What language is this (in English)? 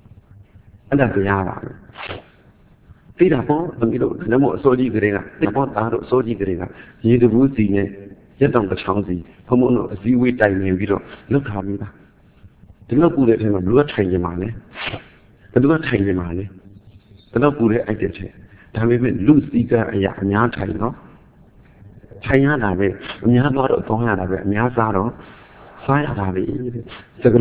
Burmese